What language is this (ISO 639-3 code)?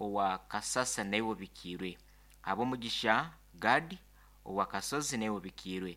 nyn